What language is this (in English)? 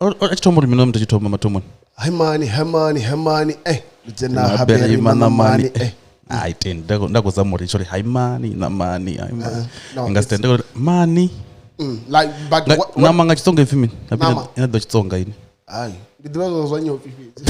Venda